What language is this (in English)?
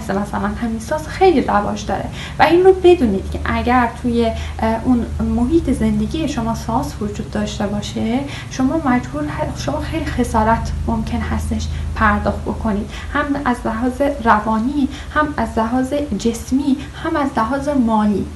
Persian